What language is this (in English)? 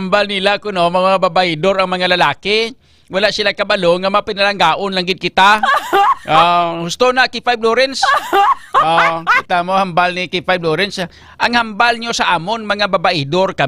Hiligaynon